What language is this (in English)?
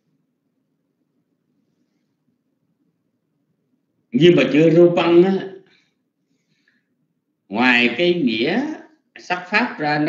Vietnamese